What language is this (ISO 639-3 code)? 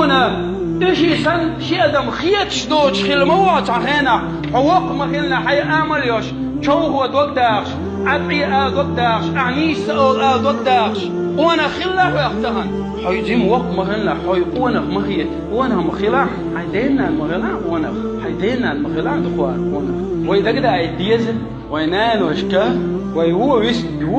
che